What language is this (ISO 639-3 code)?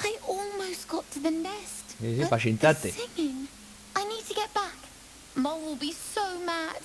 ast